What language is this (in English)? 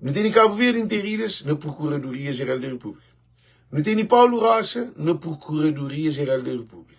Kabuverdianu